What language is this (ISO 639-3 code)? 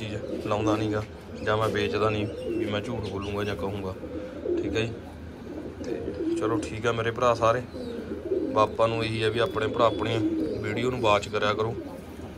pan